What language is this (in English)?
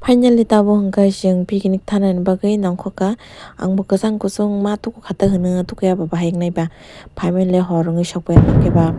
Kok Borok